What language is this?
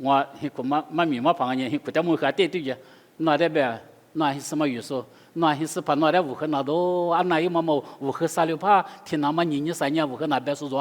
Lisu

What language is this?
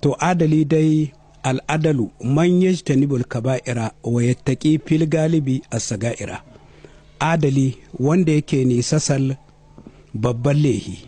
Hausa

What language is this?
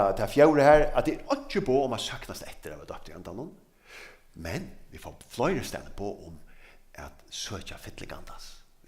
Faroese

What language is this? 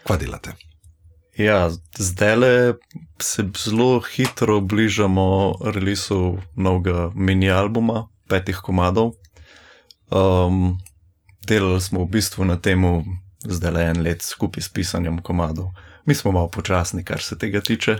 Slovenian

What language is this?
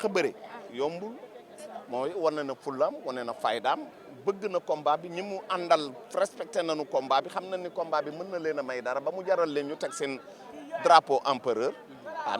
Wolof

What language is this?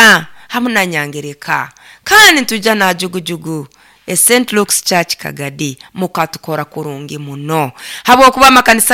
Nyoro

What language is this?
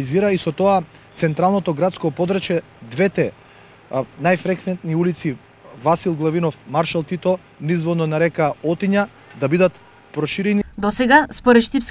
Macedonian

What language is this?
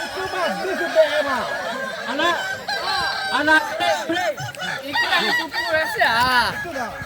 Minangkabau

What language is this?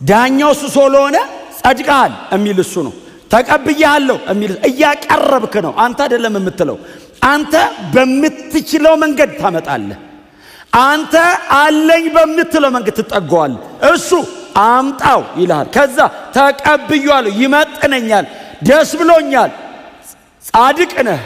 Amharic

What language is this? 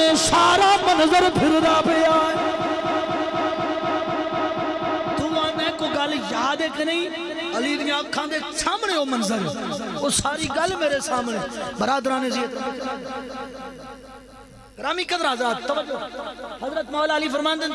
Urdu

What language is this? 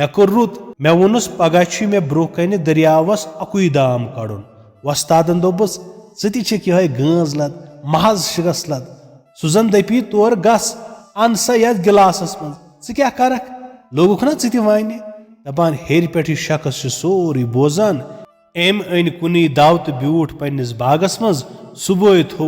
Kashmiri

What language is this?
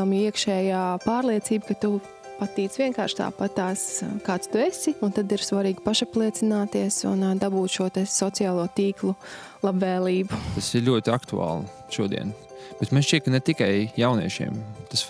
Latvian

